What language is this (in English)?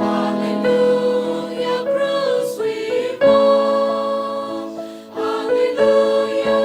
Tangkhul Naga (India)